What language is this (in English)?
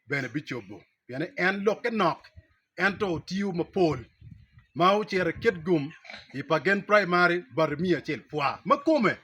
Acoli